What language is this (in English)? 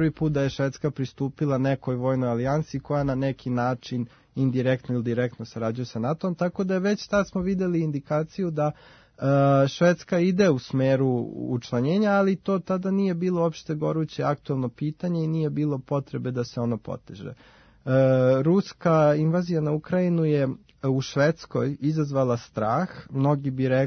Serbian